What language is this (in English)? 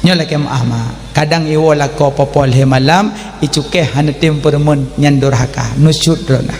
Achinese